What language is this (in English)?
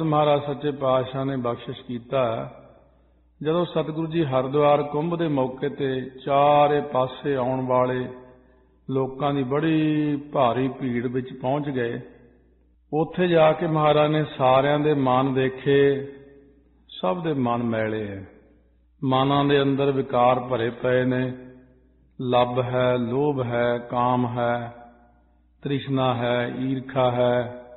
Punjabi